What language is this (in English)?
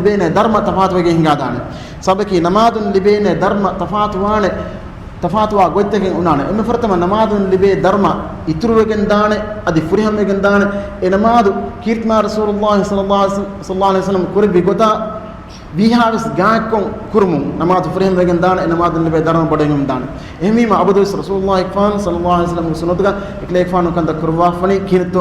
Divehi